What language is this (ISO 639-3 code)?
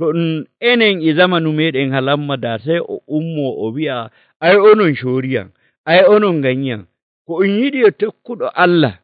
fuv